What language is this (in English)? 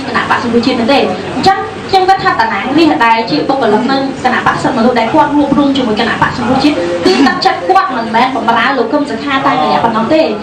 Khmer